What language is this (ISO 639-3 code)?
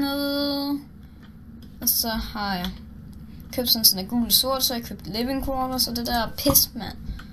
dan